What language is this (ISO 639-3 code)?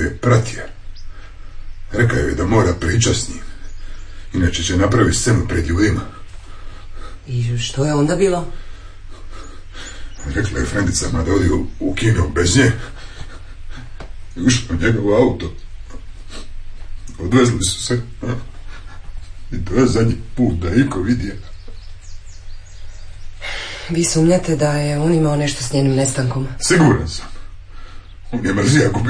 hrv